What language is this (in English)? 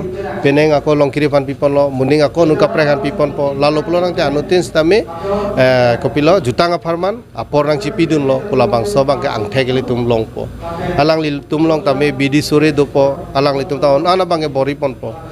Karbi